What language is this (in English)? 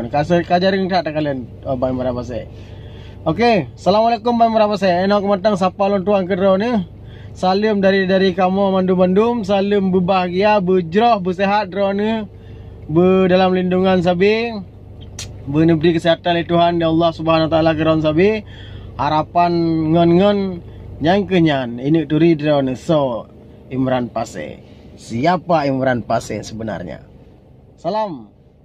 Achinese